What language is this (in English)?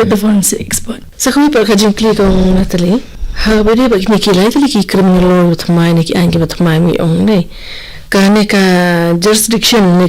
Khasi